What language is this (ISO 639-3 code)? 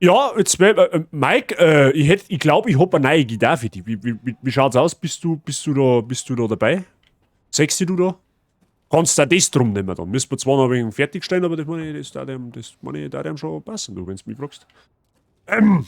bar